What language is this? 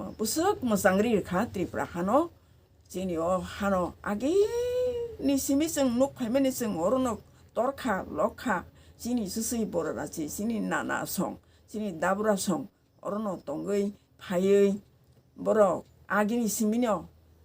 Kok Borok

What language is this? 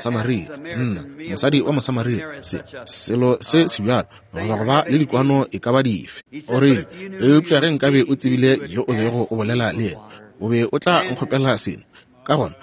Northern Sotho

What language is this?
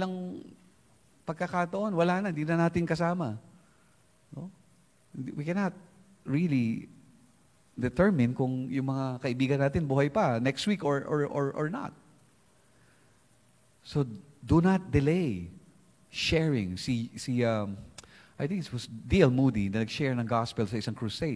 Filipino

